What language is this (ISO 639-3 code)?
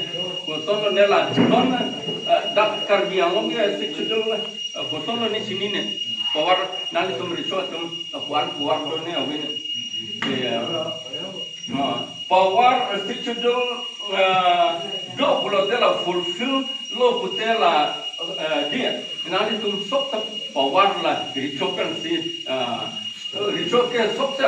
mjw